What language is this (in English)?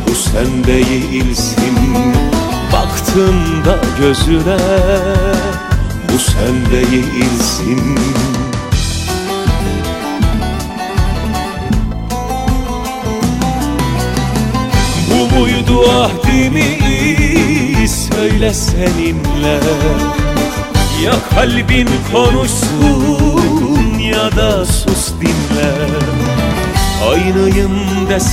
Turkish